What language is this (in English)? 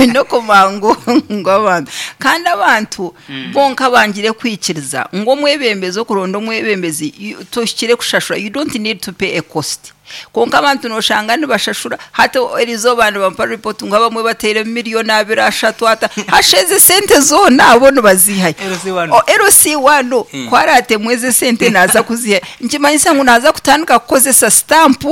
Nyankole